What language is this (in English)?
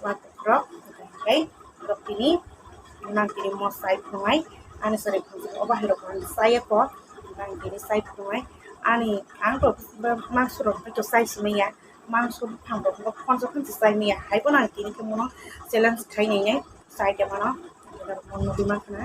Kok Borok